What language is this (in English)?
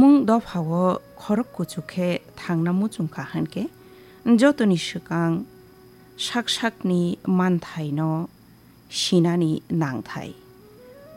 Kok Borok